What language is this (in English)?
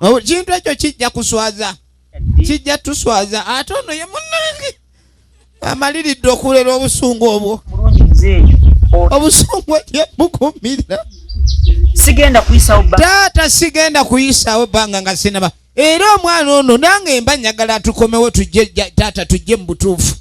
Ganda